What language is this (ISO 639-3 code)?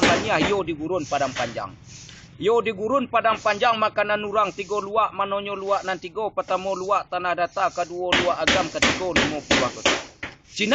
min